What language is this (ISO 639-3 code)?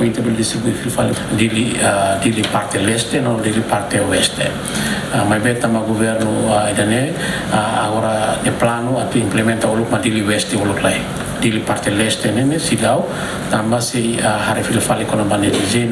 tet